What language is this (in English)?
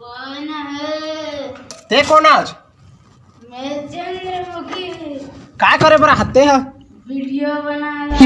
Chhattisgarhi